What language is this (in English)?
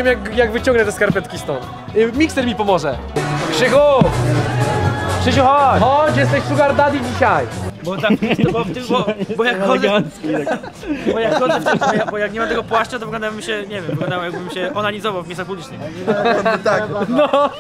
Polish